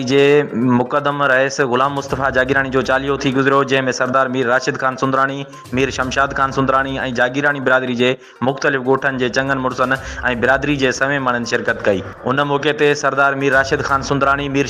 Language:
Sindhi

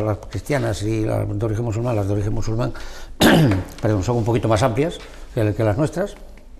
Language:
Spanish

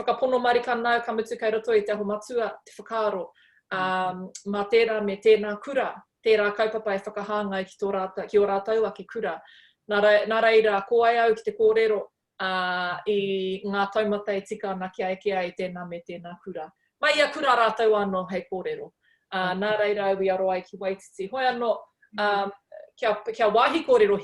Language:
Māori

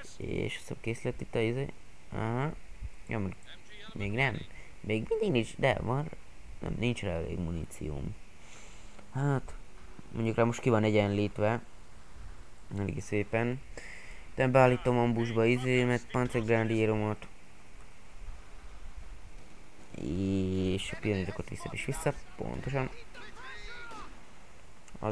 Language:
Hungarian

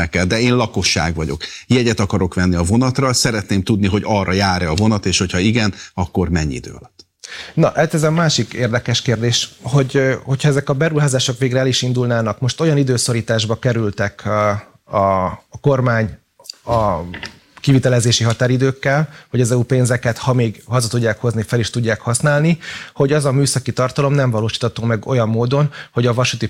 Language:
Hungarian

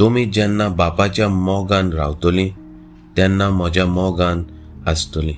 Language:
Konkani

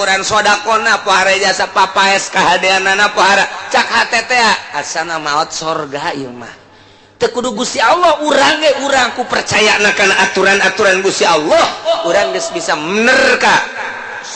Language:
Sundanese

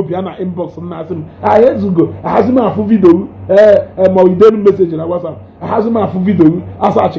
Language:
Igbo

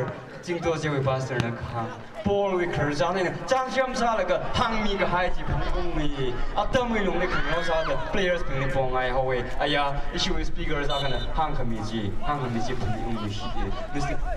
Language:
Tangkhul Naga (India)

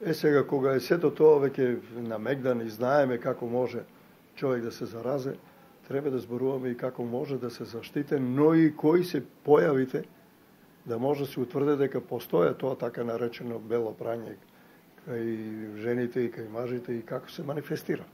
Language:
Macedonian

